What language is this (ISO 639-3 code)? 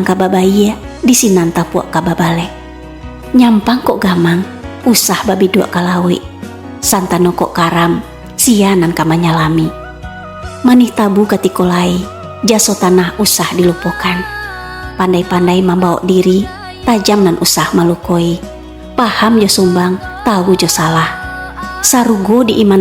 min